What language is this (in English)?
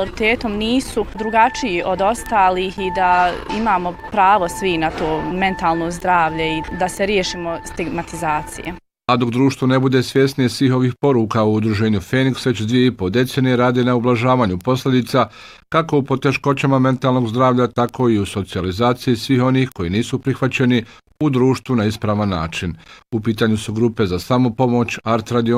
Bosnian